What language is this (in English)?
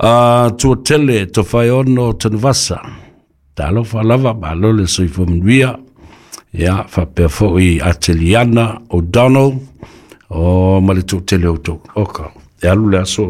Samoan